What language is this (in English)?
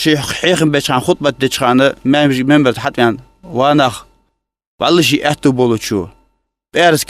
Ingush